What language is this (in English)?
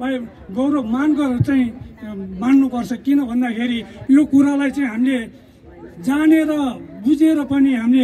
Nepali